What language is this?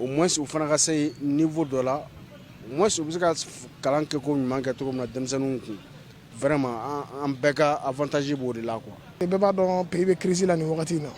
Bambara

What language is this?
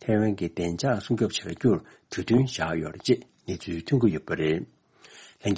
Tibetan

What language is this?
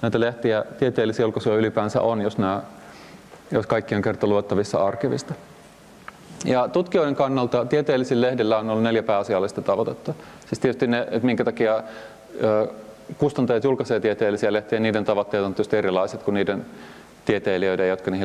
Finnish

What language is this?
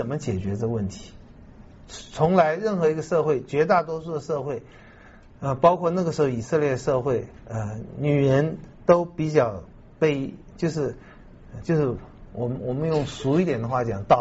Chinese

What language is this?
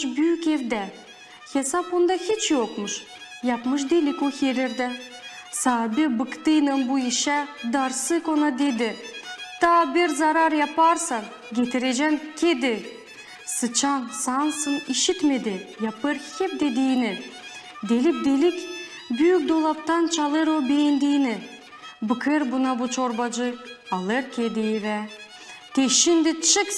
Gagauz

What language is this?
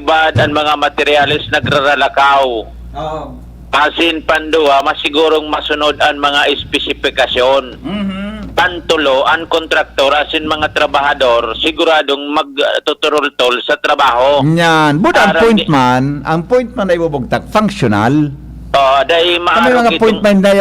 Bikol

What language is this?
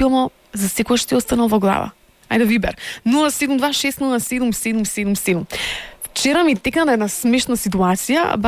Macedonian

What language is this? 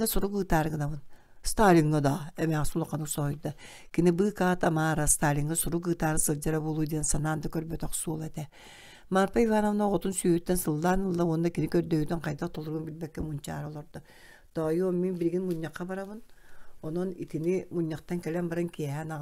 Yakut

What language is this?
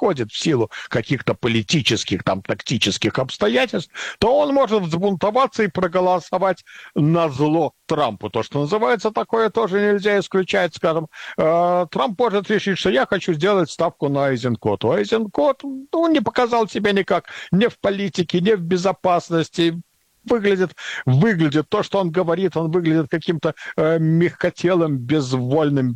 Russian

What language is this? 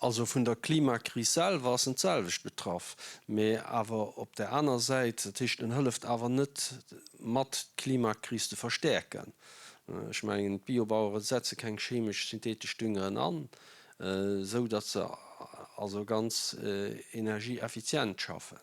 Luxembourgish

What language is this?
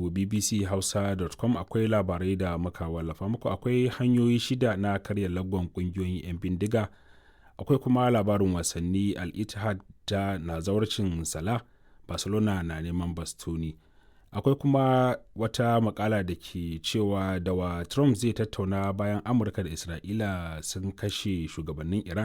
Hausa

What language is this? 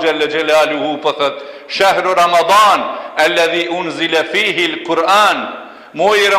Albanian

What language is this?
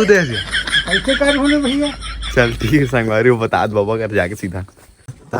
Chhattisgarhi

